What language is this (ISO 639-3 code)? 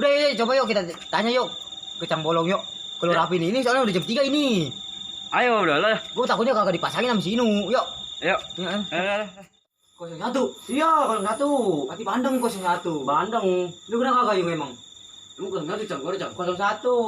bew